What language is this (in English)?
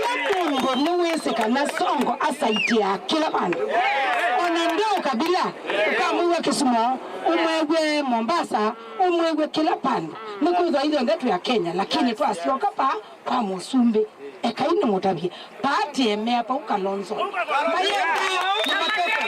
Kamba